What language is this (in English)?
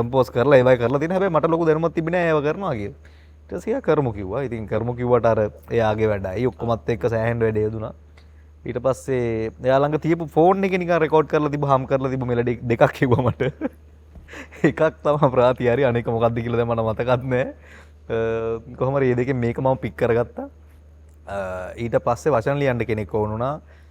Sinhala